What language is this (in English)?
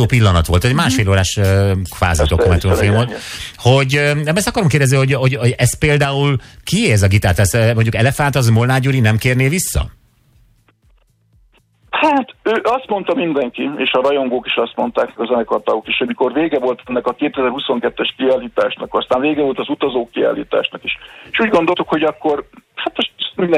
Hungarian